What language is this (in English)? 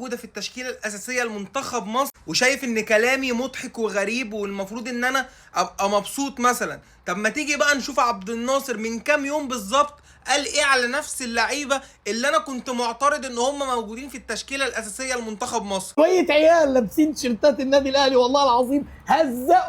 Egyptian Arabic